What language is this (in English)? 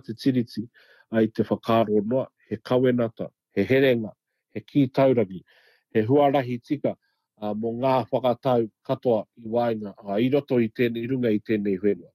Māori